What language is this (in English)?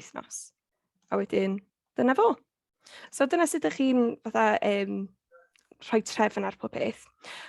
Welsh